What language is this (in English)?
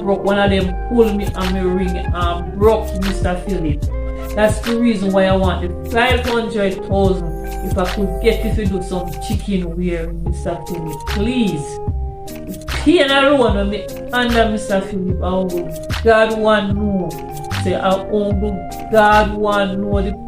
Jamaican Creole English